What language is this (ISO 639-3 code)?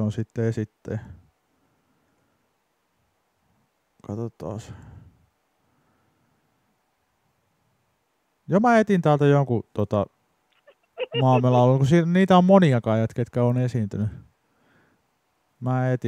fin